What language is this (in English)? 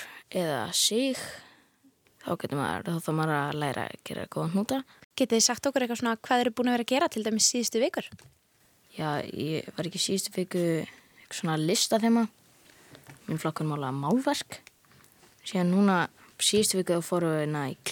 Icelandic